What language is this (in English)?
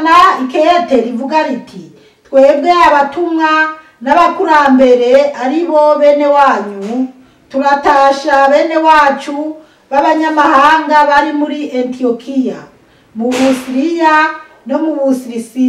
Rundi